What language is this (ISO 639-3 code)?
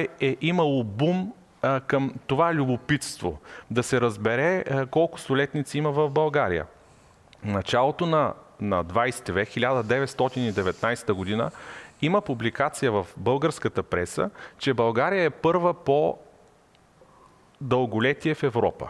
bul